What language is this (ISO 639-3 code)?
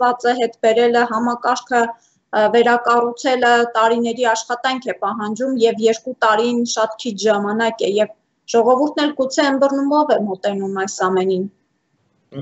hye